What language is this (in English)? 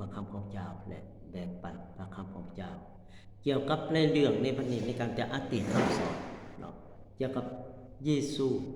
Lao